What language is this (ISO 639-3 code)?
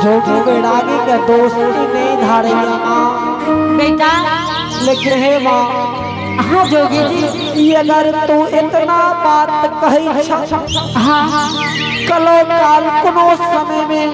anp